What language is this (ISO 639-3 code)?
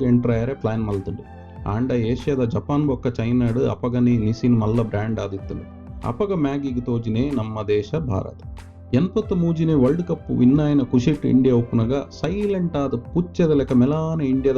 tcy